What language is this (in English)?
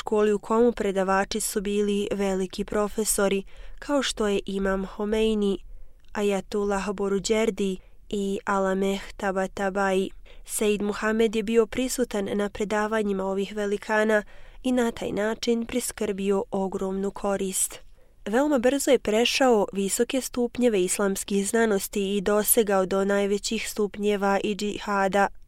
Bosnian